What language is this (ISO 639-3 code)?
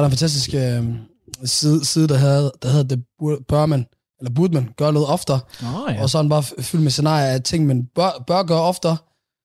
dan